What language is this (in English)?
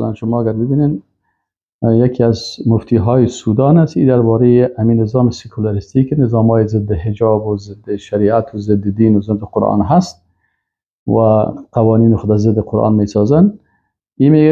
Persian